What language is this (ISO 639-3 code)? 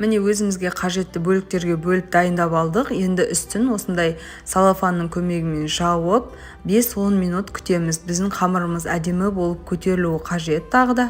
kaz